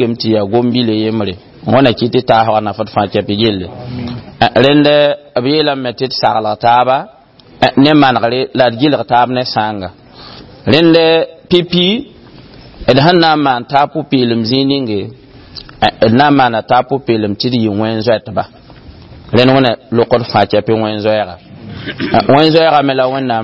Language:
Mossi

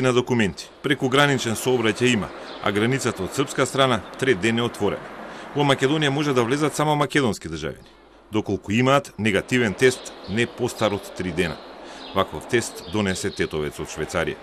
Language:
Macedonian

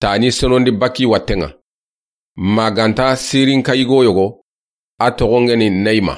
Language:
Soninke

